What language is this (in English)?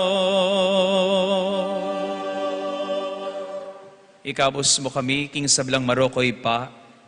Pampanga